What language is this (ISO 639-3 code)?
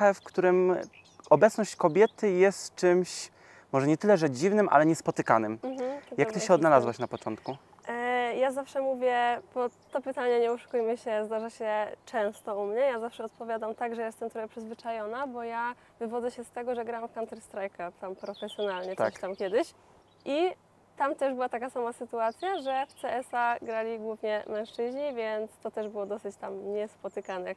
pol